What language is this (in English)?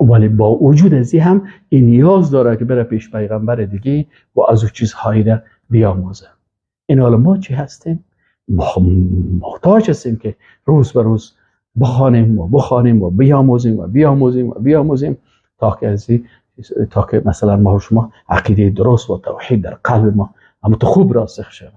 Persian